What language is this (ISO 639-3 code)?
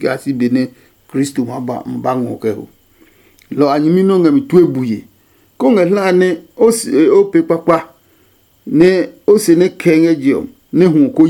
ada